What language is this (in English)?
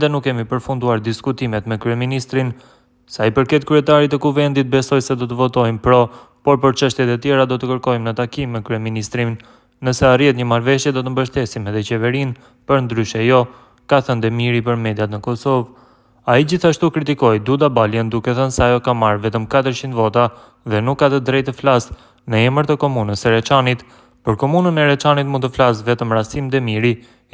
Albanian